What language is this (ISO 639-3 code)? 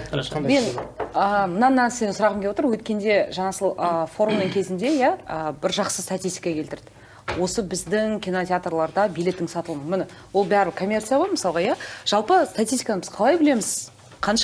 kaz